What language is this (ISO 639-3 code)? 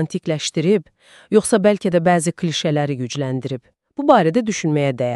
aze